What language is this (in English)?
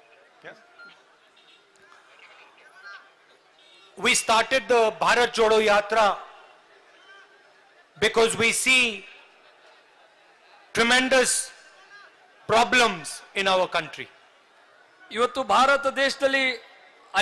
Kannada